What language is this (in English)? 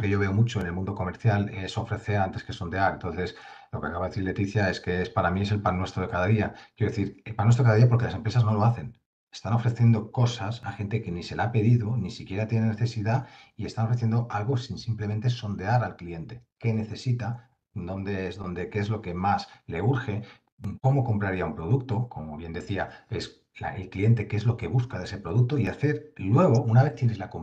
Spanish